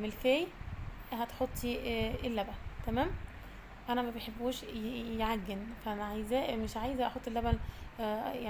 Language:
Egyptian Arabic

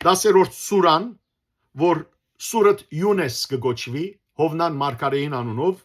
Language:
Western Armenian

